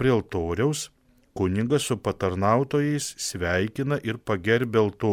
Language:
Lithuanian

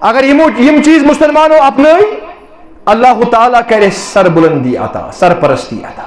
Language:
Kashmiri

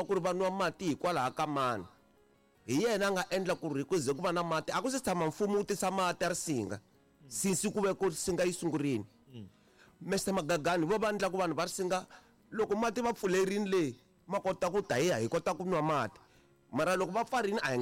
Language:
Tsonga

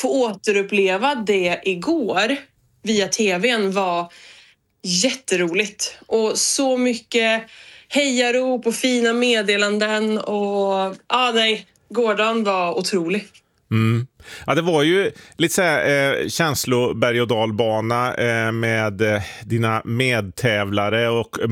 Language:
Swedish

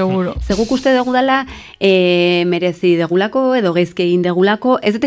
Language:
Basque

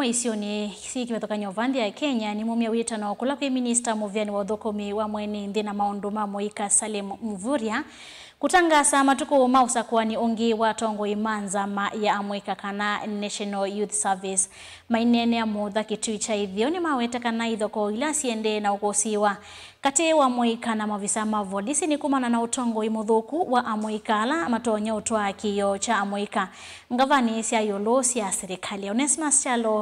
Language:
Kamba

